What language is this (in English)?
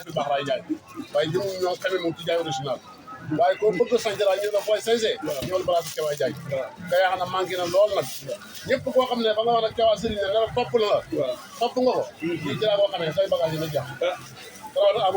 Wolof